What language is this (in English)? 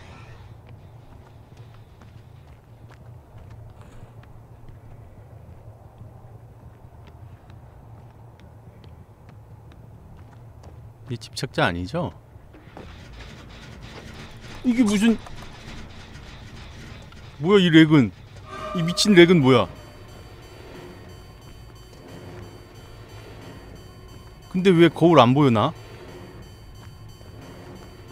Korean